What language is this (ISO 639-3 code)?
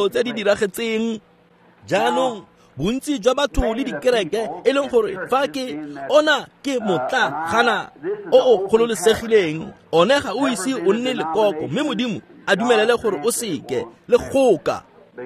tsn